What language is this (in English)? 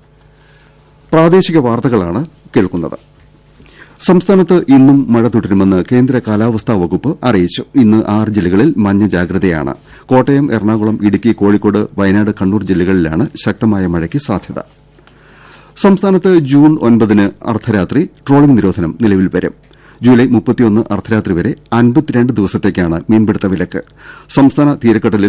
Malayalam